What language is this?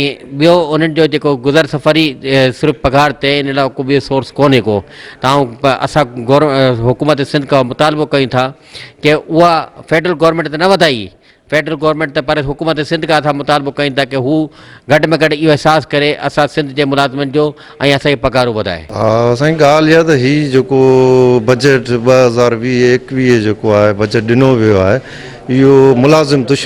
Sindhi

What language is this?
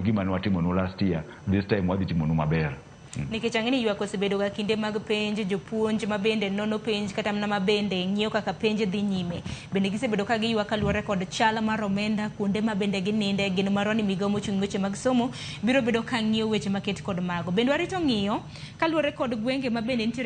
Luo (Kenya and Tanzania)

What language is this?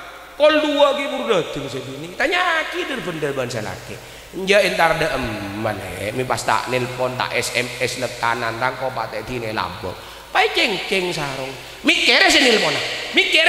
Madurese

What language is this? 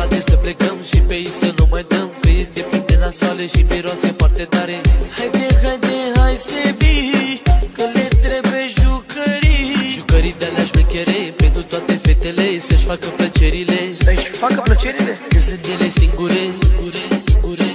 Romanian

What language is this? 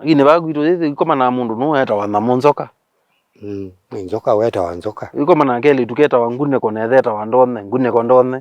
Kamba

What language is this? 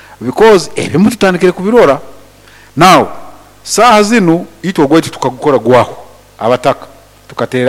Nyankole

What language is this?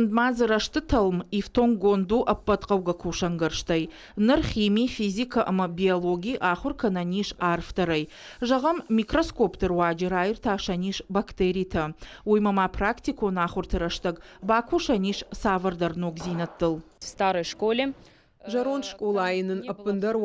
Ossetic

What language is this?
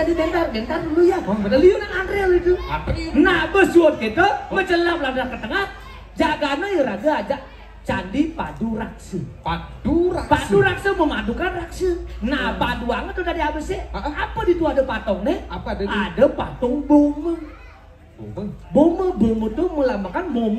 Balinese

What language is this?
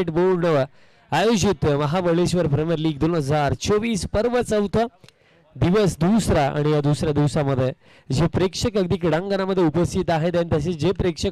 Marathi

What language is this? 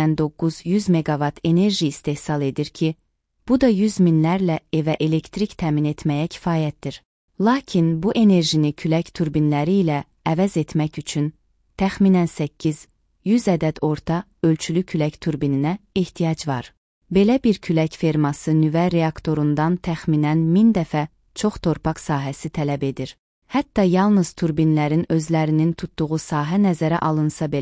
Azerbaijani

